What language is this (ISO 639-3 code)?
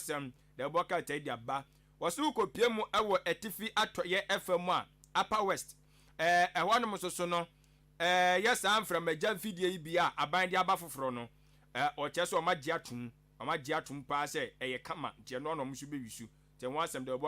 aka